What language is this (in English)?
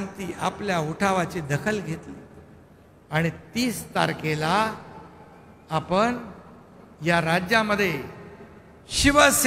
Marathi